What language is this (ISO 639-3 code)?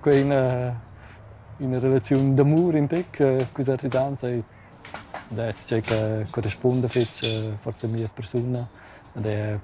roh